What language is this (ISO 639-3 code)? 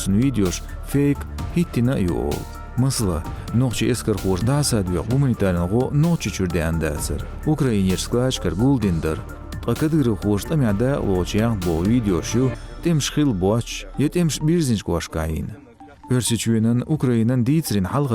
che